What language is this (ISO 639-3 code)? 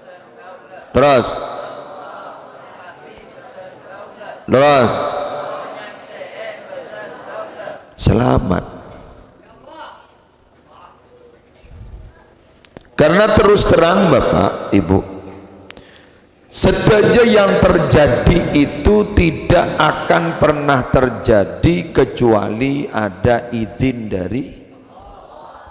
mad